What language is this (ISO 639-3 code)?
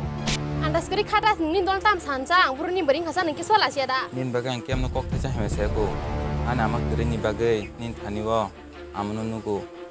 trp